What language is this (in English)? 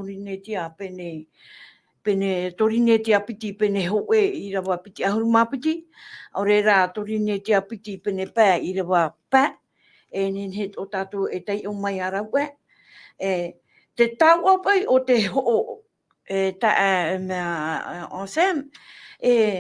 Tahitian